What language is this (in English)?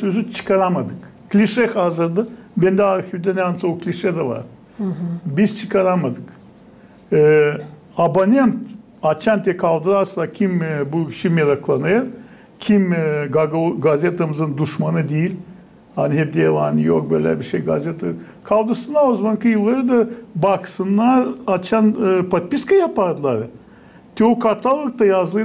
Gagauz